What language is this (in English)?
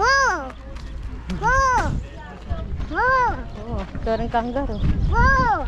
Pampanga